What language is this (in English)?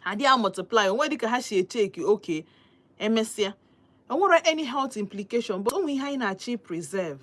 Igbo